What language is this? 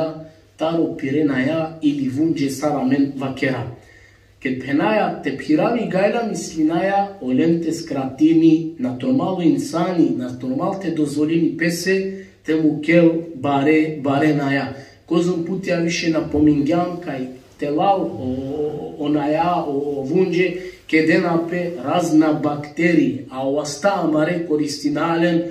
Balkan Romani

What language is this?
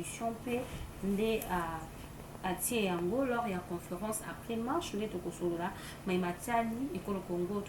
Lingala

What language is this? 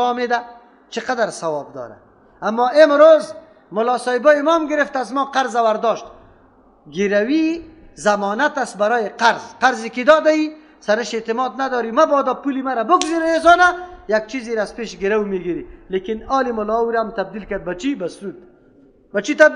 Persian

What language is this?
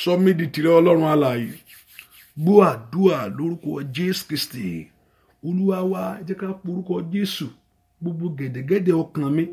Yoruba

